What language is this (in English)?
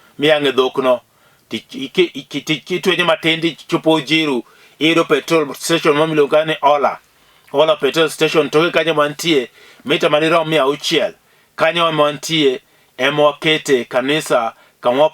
Luo (Kenya and Tanzania)